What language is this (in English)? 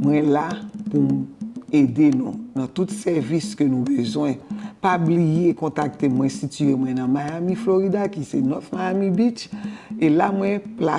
Haitian Creole